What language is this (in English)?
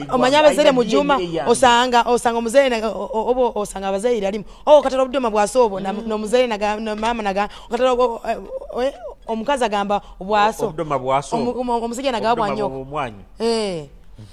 Nyoro